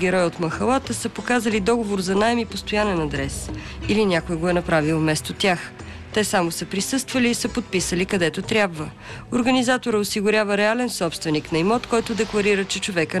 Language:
Bulgarian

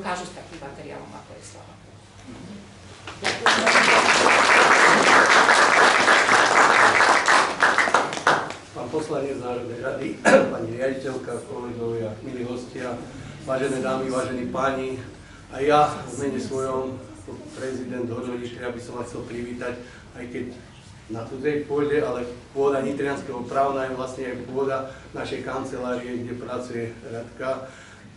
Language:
Slovak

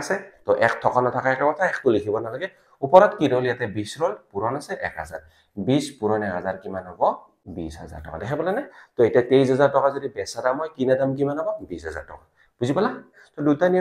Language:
Assamese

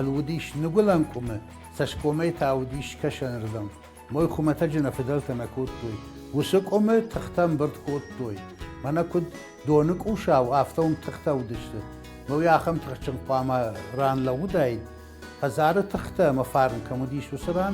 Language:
Ossetic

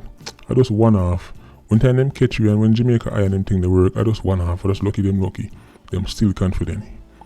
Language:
Jamaican Creole English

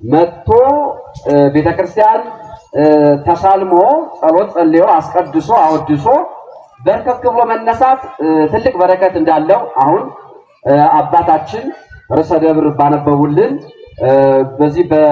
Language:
Amharic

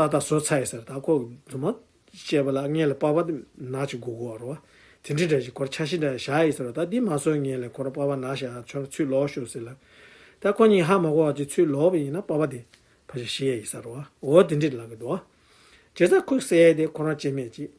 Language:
Tibetan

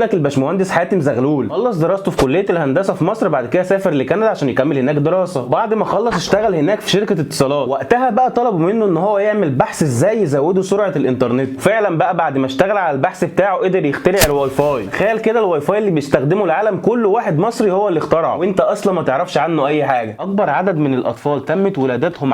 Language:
Egyptian Arabic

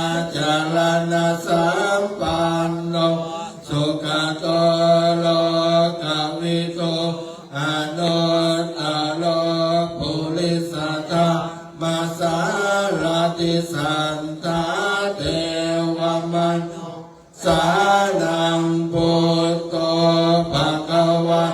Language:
Pali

